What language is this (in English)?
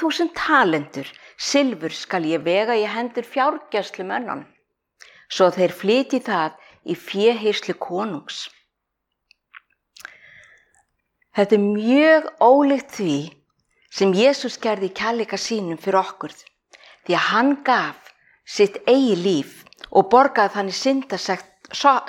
Icelandic